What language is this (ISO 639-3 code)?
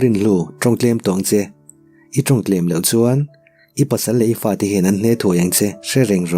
lus